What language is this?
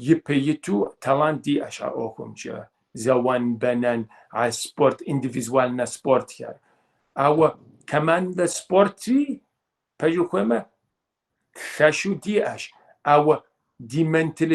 Kabardian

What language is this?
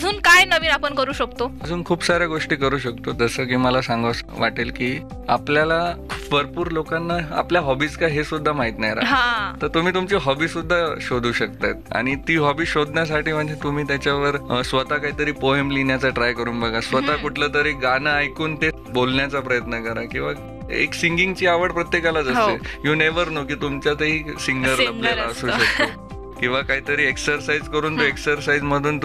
Marathi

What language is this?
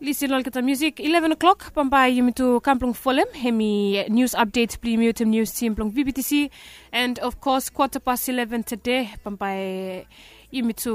Bislama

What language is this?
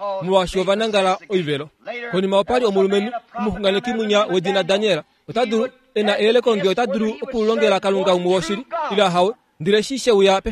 Kuanyama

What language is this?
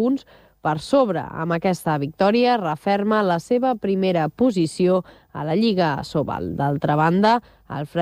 Catalan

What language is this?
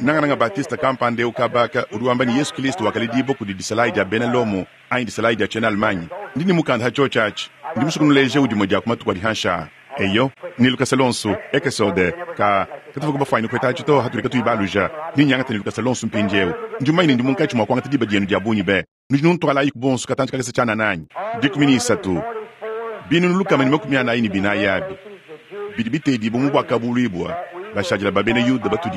Luba-Lulua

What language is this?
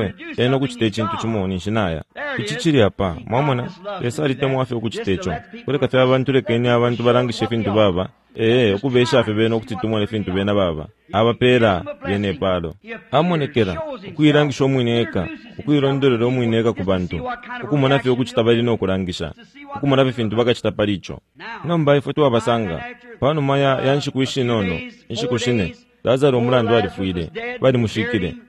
Bemba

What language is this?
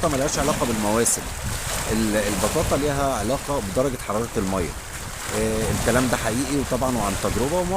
Egyptian Arabic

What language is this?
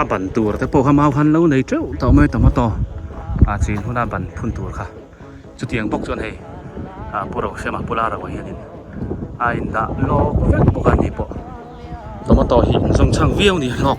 Biete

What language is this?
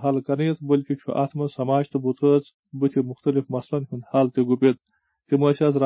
Kashmiri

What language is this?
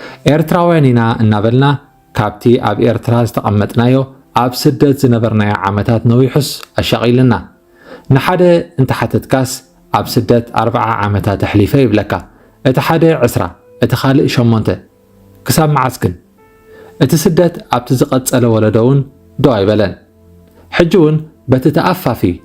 Tigrinya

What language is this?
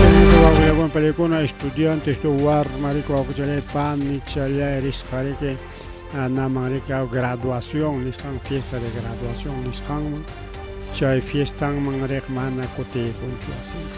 Ayacucho Quechua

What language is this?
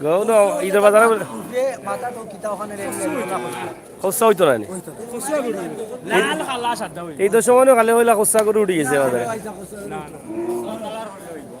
Sylheti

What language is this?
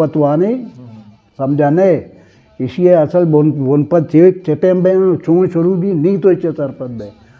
Eastern Balochi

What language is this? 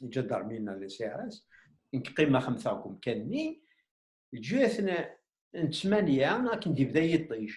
Kabyle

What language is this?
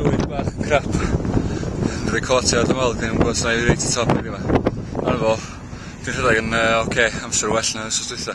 Welsh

